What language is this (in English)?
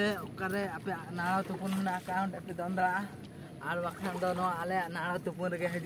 Santali